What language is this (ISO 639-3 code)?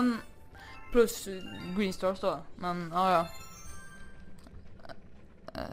swe